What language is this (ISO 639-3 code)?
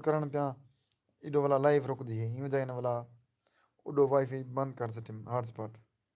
skr